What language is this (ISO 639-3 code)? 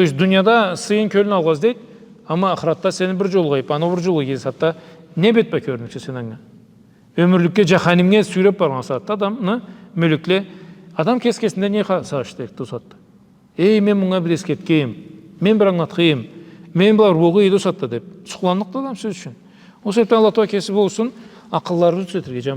krc